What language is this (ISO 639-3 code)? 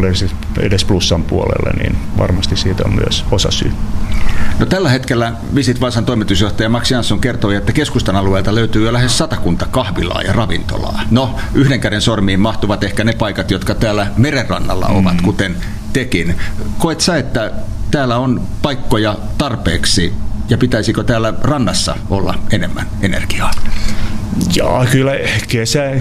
fin